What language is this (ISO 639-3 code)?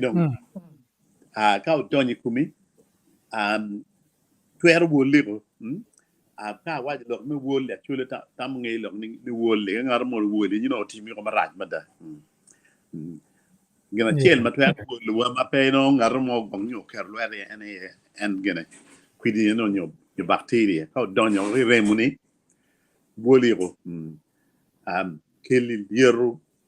ach